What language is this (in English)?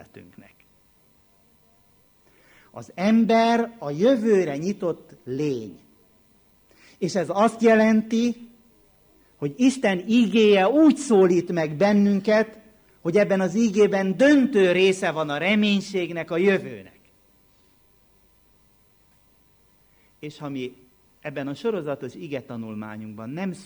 Hungarian